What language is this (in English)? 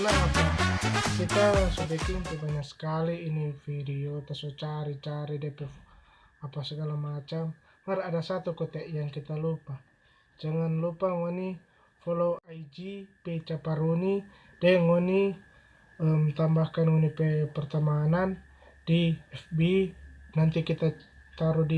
Manado Malay